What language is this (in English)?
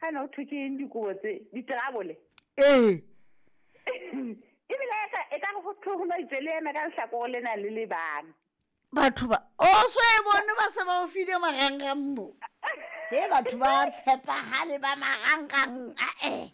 Southern Sotho